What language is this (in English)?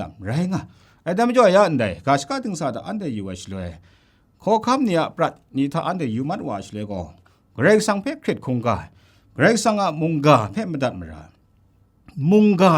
Kachin